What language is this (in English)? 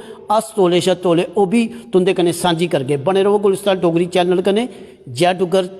Dogri